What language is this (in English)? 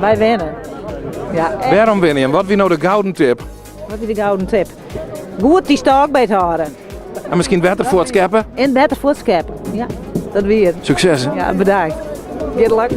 Western Frisian